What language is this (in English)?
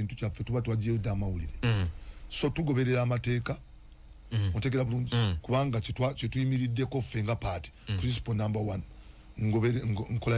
Ganda